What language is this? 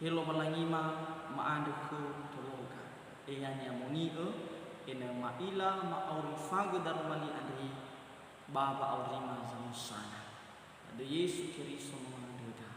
Nias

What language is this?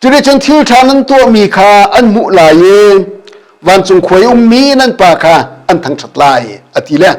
Hakha Chin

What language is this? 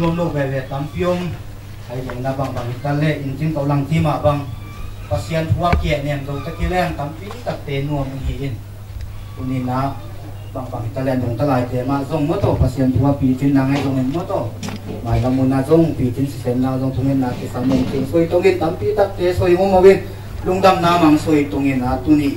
Tedim Chin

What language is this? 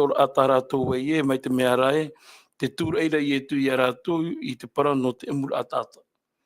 Tahitian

